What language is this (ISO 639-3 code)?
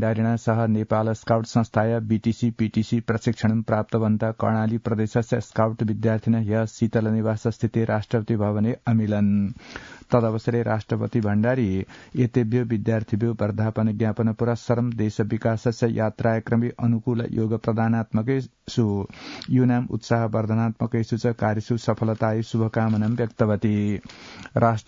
san